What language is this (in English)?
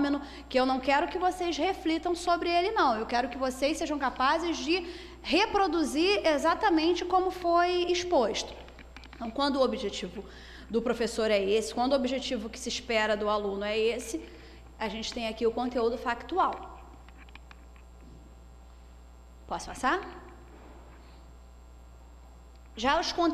Portuguese